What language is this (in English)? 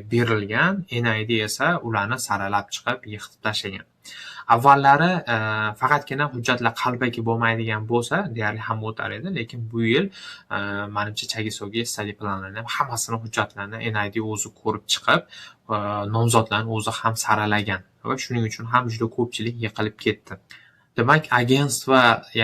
Uzbek